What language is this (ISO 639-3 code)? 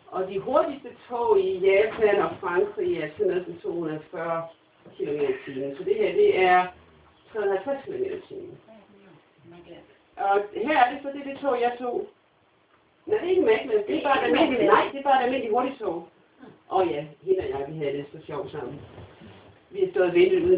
dan